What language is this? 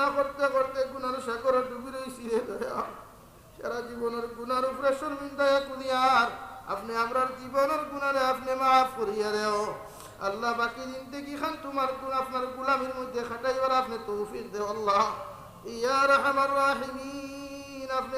Sylheti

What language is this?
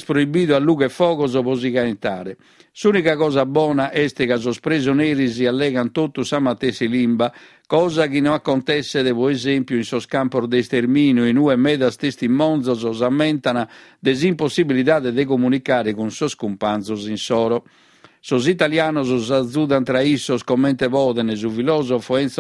Sardinian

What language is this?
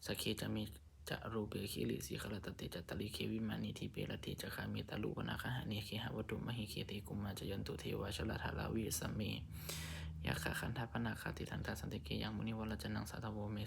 Pali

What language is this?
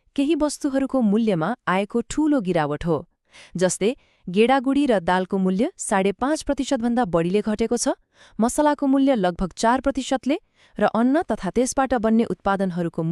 Nepali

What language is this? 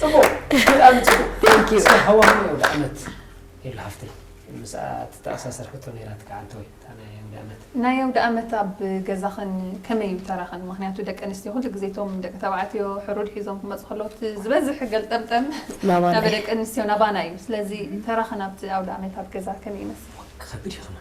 Tigrinya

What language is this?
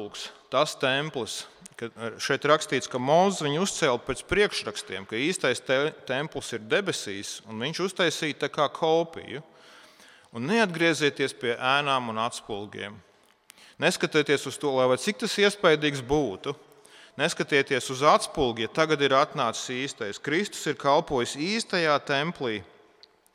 Latvian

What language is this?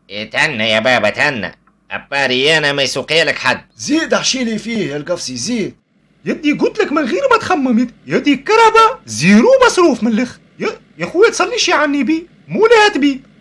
Tunisian Arabic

